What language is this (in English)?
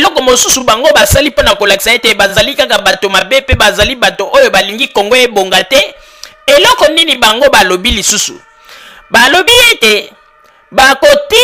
Lingala